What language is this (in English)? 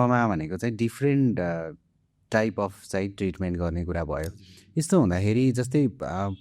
Nepali